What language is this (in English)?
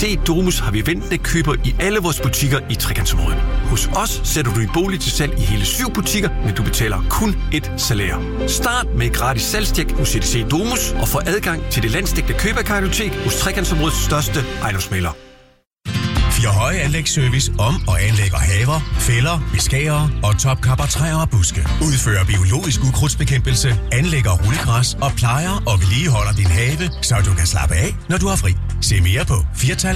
Danish